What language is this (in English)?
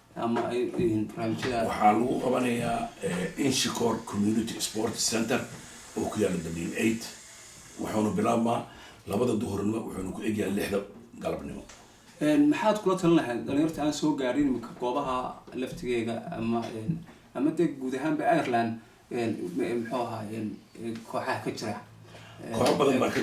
Somali